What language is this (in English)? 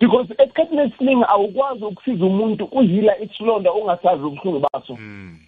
South Ndebele